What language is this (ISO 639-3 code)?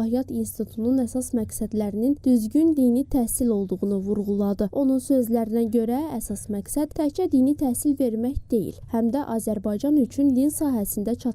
aze